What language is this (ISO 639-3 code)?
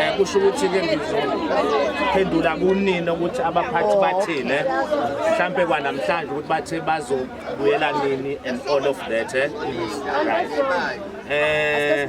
zul